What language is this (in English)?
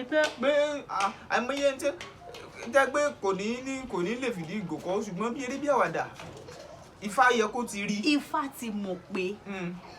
Yoruba